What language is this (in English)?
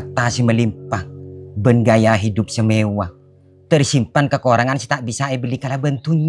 Madurese